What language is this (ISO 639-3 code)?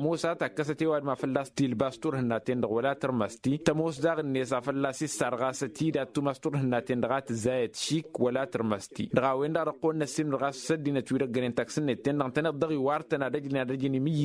taq